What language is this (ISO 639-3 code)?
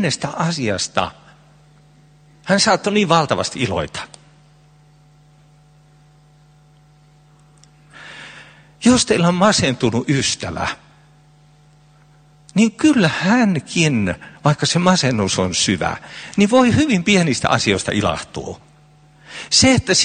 fin